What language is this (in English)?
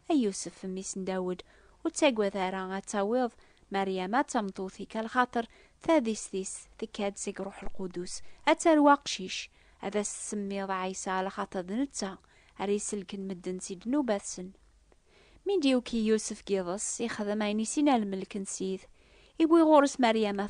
Kabyle